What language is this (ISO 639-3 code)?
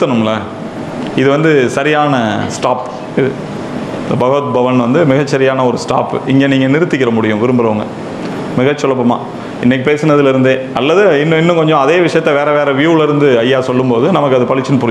tam